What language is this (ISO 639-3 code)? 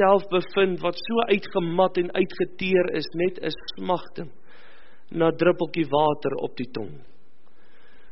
afr